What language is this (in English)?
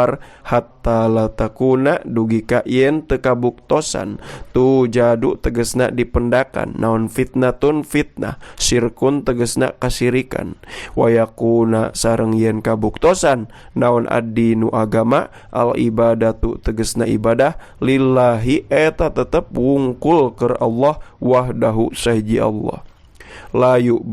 Sundanese